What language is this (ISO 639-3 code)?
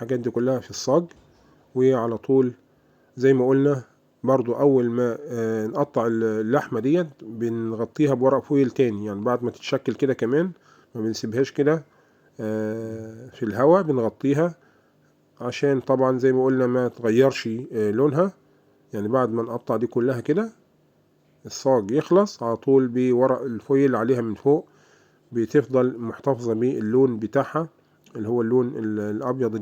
arz